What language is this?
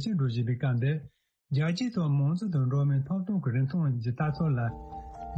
Tibetan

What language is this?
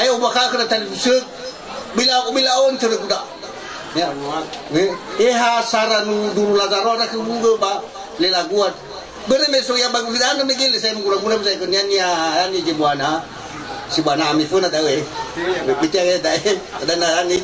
Nias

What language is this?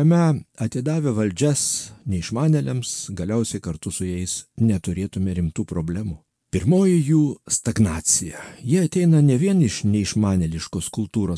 Lithuanian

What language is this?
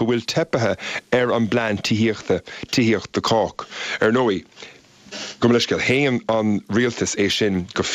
Irish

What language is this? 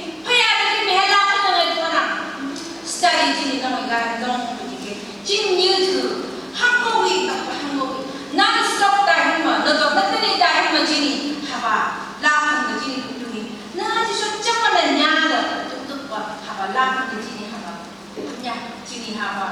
Phom Naga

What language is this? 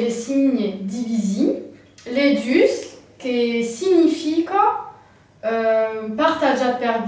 Occitan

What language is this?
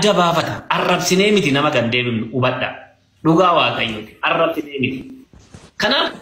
Oromo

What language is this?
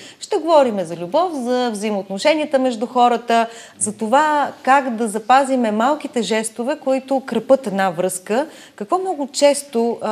Bulgarian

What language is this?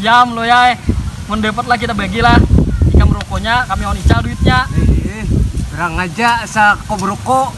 Banjar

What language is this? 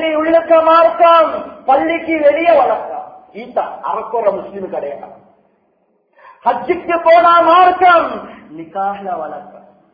Tamil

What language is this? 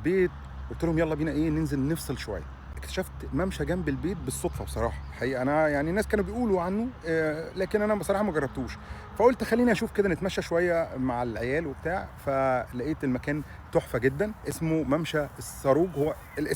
Egyptian Arabic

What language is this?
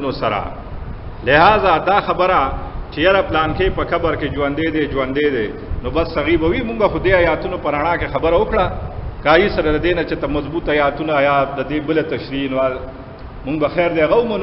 Pashto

